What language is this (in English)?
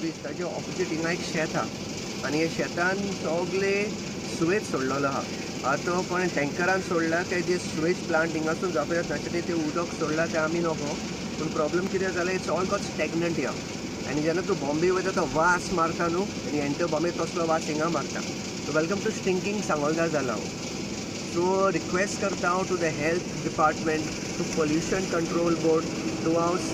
Konkani